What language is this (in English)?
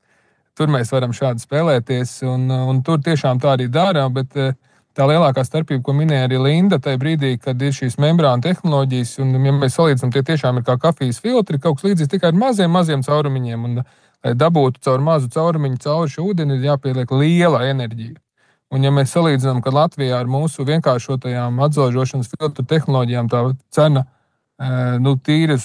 Latvian